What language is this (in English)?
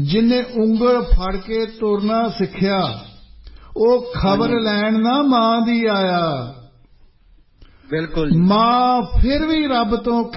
Punjabi